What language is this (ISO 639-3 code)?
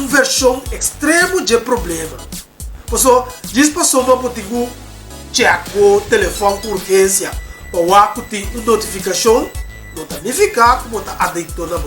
pap